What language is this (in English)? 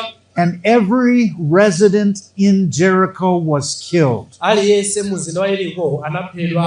Nyanja